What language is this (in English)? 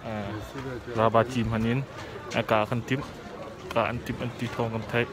Hakha Chin